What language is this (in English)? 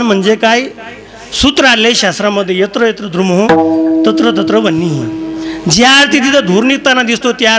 Marathi